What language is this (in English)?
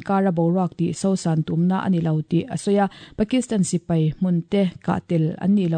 Mizo